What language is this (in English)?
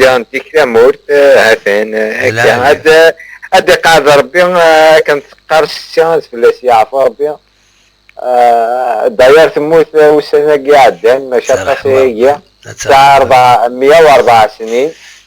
Kabyle